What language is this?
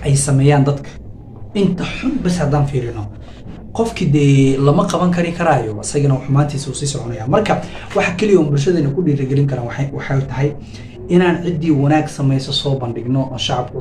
Somali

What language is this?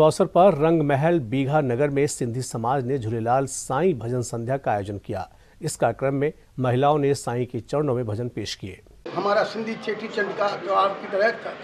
Hindi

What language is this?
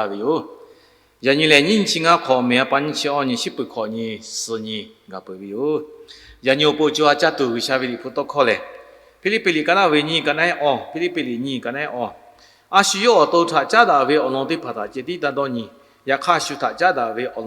Lahu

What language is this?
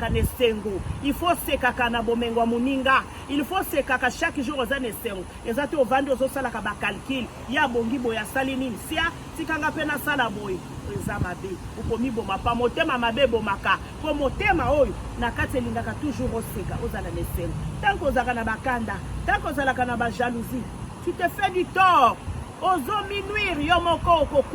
Lingala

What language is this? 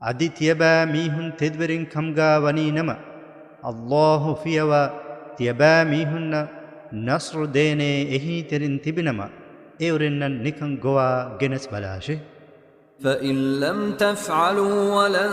Divehi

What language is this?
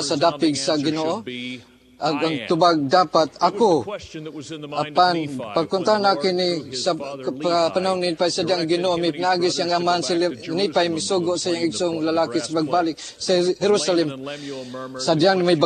Cebuano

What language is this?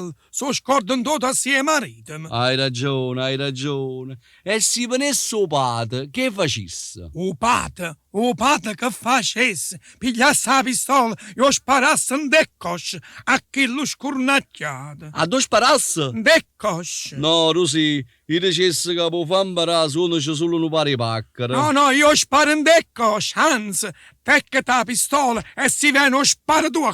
Neapolitan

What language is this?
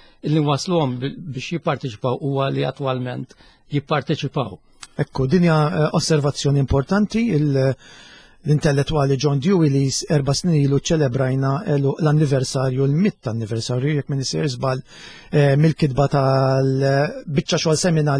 Maltese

